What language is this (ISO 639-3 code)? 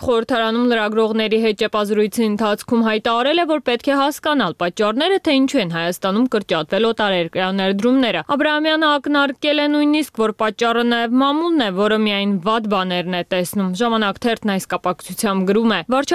hye